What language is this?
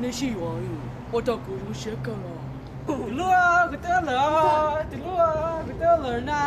Hmong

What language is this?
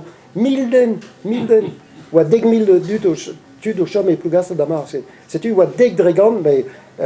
Breton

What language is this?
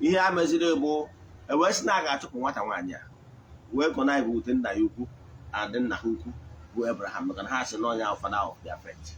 Igbo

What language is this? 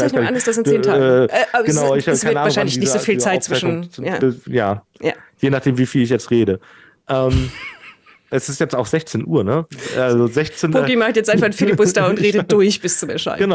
German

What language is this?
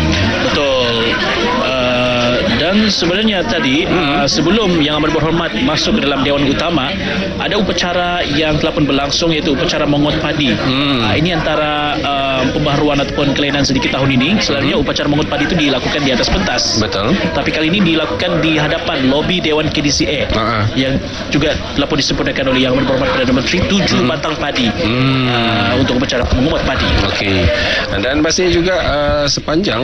Malay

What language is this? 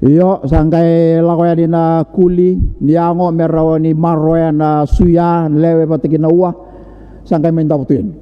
Fijian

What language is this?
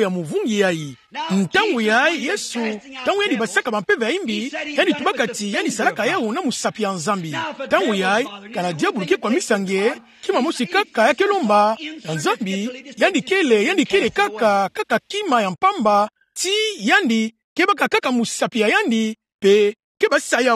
Kituba (Democratic Republic of Congo)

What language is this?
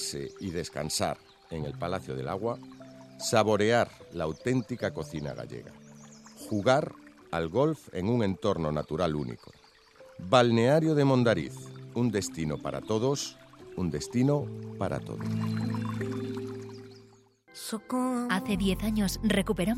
Spanish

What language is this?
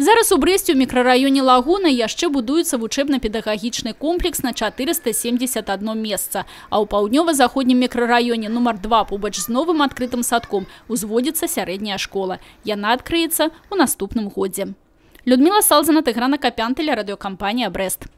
Belarusian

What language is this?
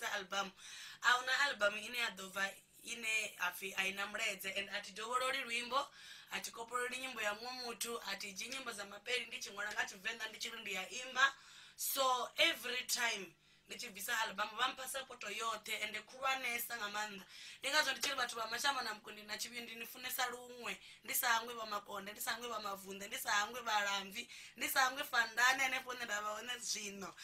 Venda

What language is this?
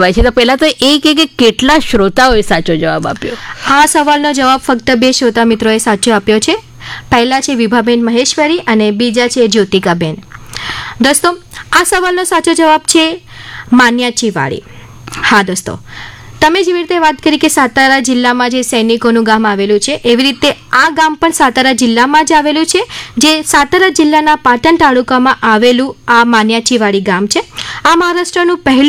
Gujarati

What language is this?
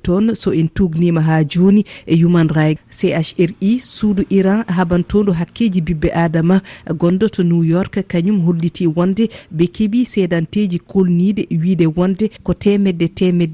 Fula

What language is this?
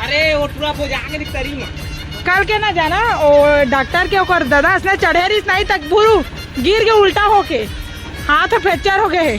Chhattisgarhi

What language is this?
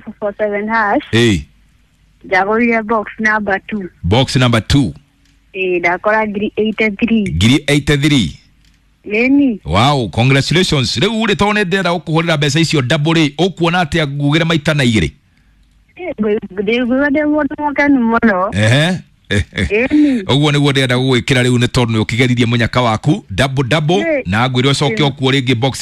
Kikuyu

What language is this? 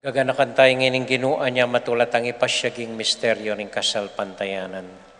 Pampanga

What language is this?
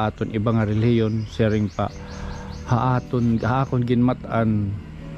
Waray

